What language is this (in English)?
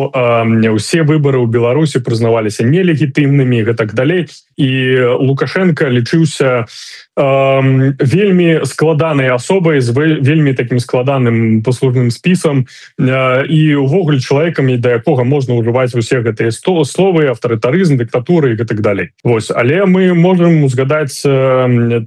Belarusian